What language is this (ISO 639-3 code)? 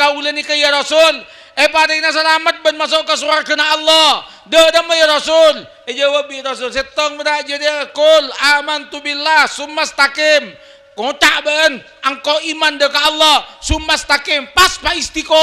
mad